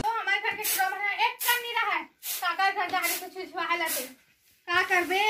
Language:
Chhattisgarhi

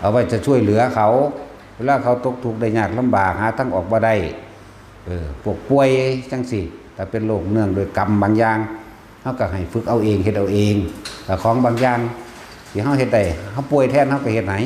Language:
Northeastern Thai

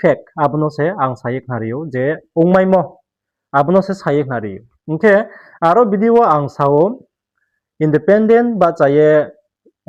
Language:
Riang (India)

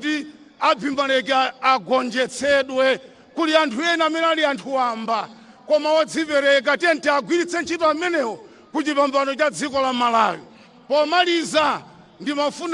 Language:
Nyanja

